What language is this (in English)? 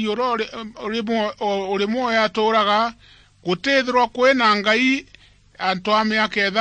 Meru